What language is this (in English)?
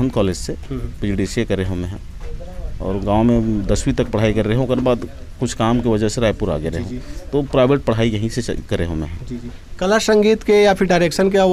Chhattisgarhi